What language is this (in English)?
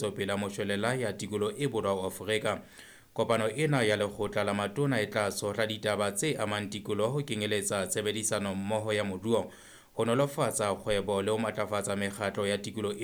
Southern Sotho